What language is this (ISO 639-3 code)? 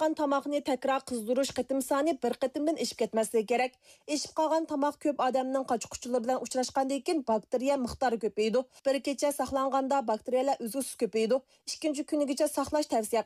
uig